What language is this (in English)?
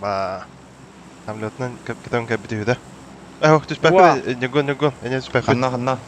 Yakut